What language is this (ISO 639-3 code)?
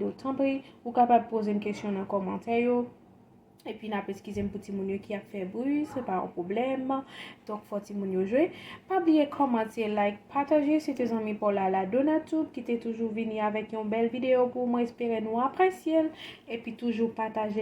hat